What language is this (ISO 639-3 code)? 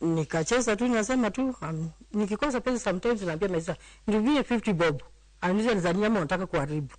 luo